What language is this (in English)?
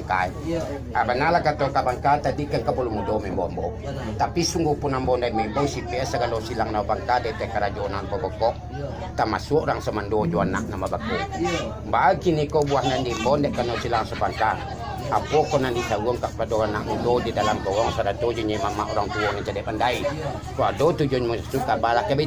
Minangkabau